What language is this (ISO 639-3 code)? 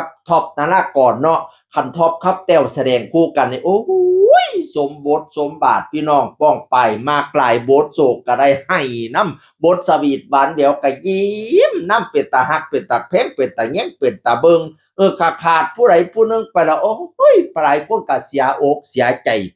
tts